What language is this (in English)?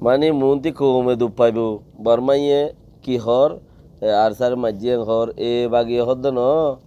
Rohingya